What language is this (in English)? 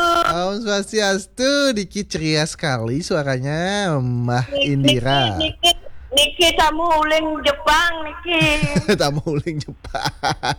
Balinese